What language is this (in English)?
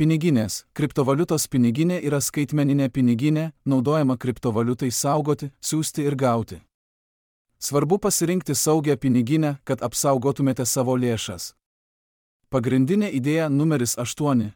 Lithuanian